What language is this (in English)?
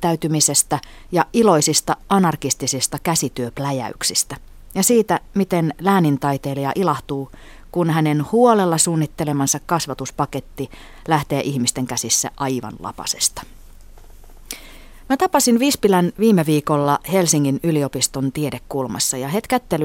Finnish